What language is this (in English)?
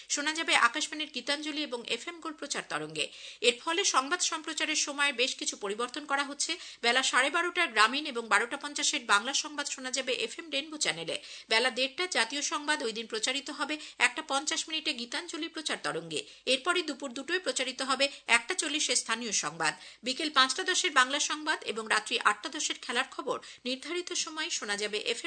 Bangla